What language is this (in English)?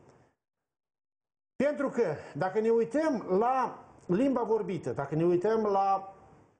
Romanian